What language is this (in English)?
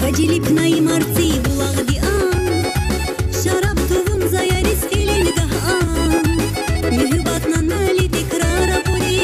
Tabassaran